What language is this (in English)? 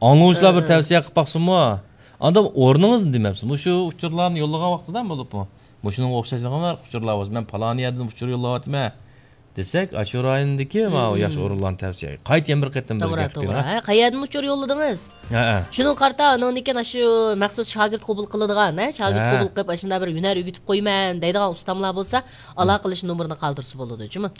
Uyghur